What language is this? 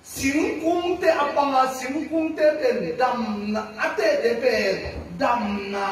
Tedim Chin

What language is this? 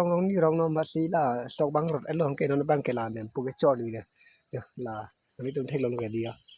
Karbi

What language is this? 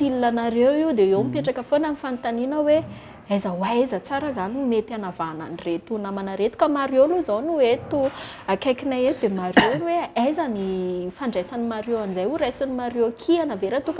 Malagasy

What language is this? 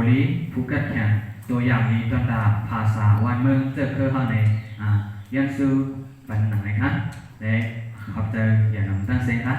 Shan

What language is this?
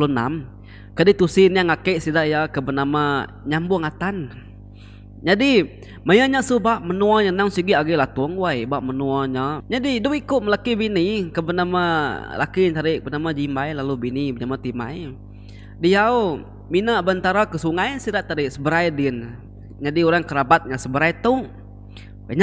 Iban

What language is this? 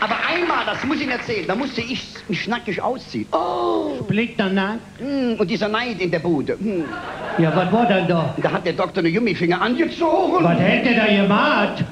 Colognian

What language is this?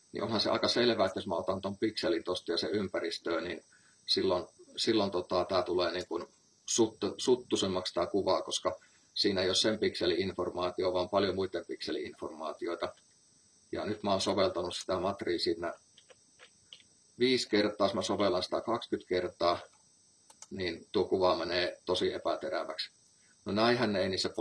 Finnish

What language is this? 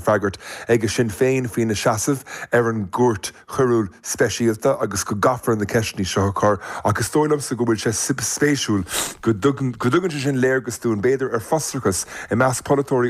Irish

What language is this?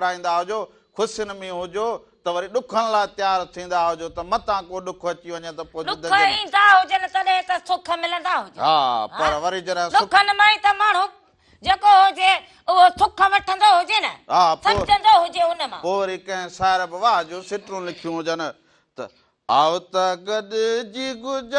Sindhi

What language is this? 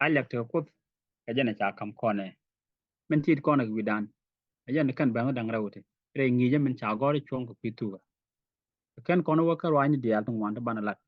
Nuer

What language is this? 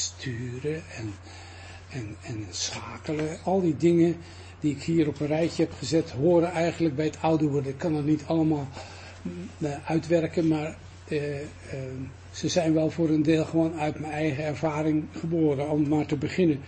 Dutch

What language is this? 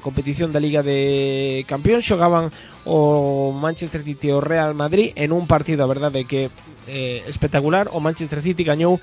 Galician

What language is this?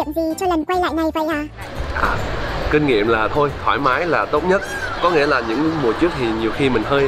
Vietnamese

